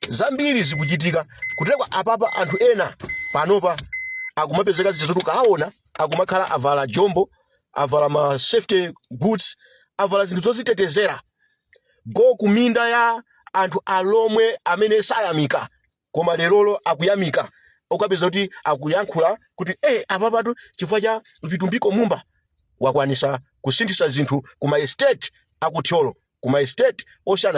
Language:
Nyanja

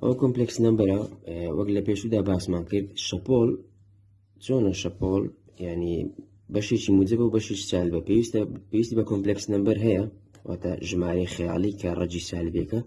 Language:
Central Kurdish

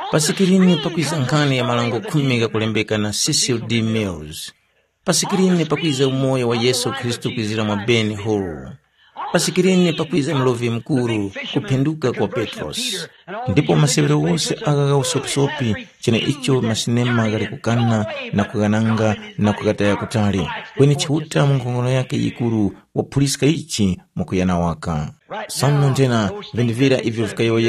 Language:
Tumbuka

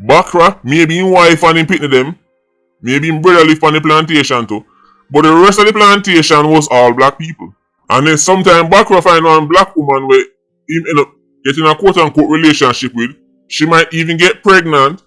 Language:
Jamaican Creole English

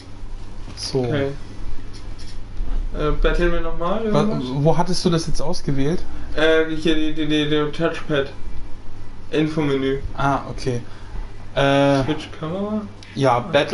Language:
German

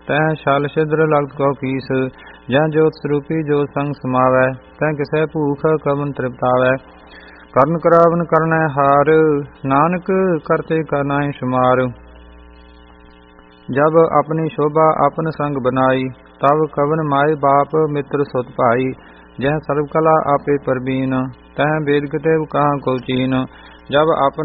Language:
Punjabi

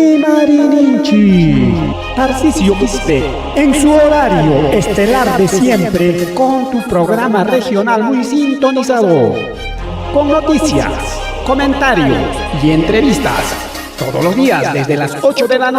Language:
Ayacucho Quechua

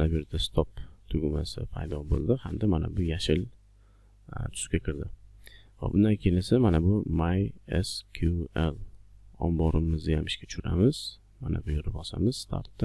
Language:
Uzbek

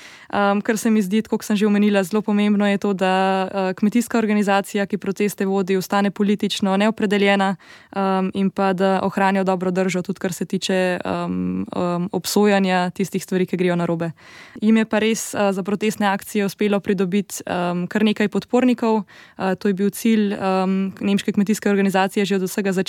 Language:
Slovenian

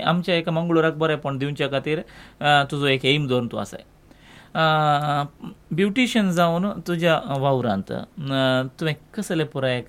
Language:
Konkani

